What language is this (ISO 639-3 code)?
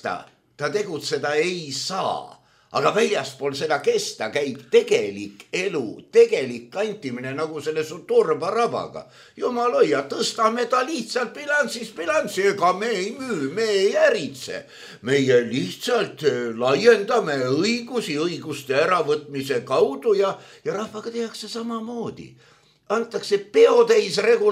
est